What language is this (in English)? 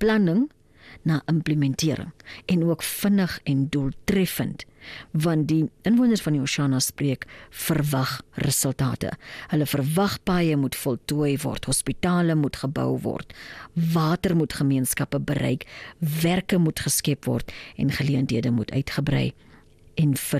Afrikaans